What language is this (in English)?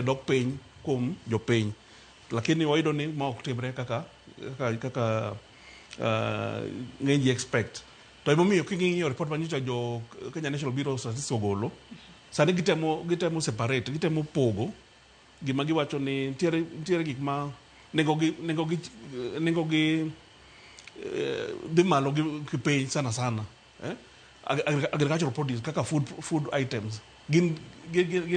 Luo (Kenya and Tanzania)